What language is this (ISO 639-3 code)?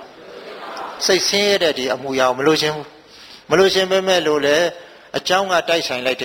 mya